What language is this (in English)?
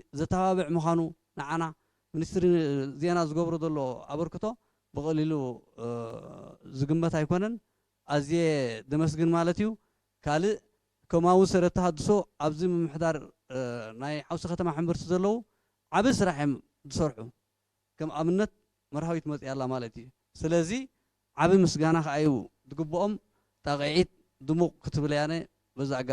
Tigrinya